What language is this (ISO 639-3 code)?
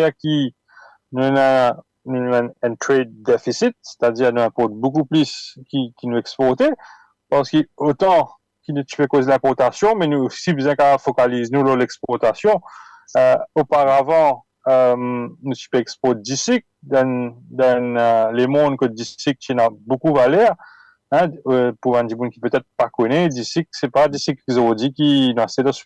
mfe